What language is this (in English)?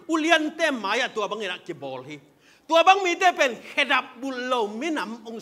Tedim Chin